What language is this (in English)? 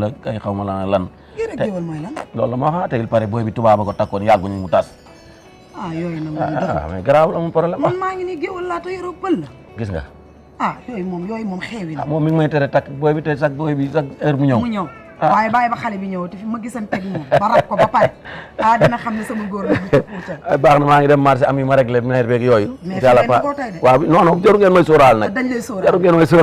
Wolof